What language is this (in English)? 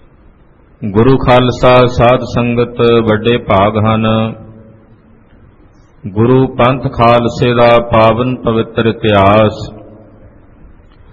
Punjabi